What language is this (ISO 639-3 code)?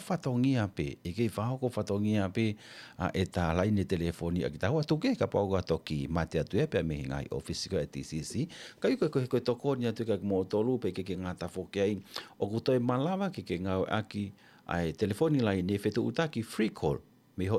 ton